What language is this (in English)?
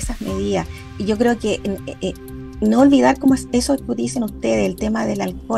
Spanish